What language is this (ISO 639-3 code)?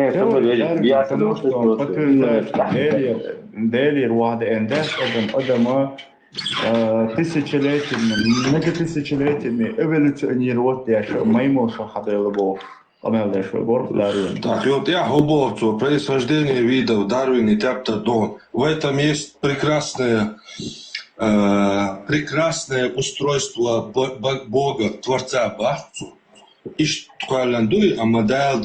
che